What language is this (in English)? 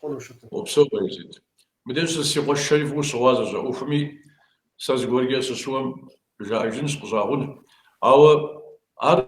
Kabardian